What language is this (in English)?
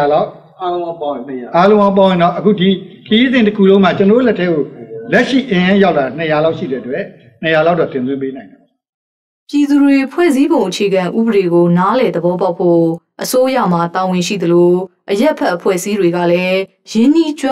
Burmese